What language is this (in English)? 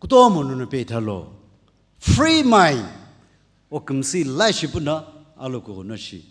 Sumi Naga